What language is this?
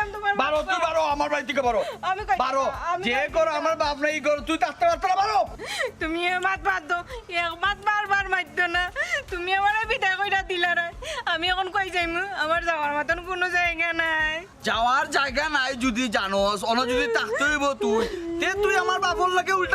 Sylheti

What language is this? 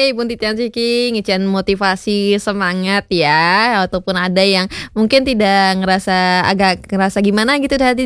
Balinese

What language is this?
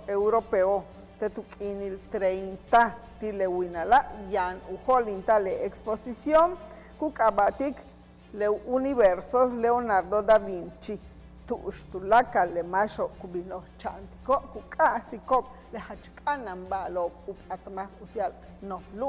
Yucateco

